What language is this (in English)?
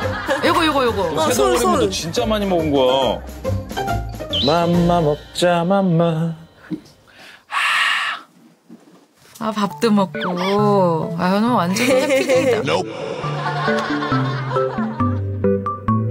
Korean